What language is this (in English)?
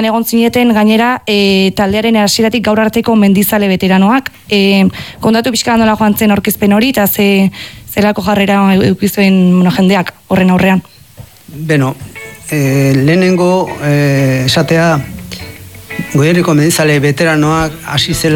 Basque